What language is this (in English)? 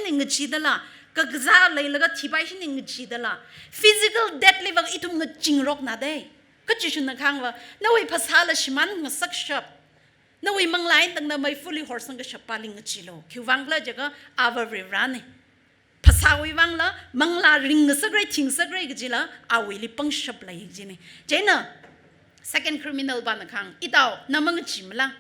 Tangkhul Naga (India)